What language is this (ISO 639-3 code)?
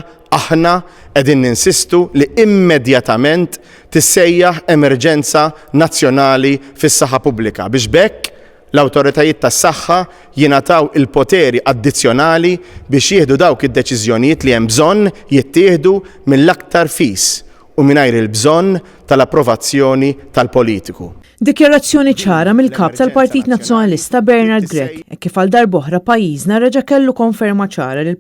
mlt